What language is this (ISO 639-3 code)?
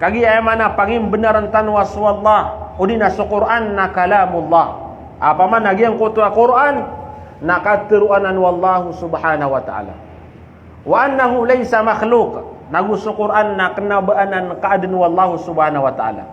mrw